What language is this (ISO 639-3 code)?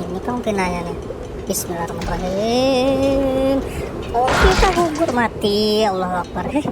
bjn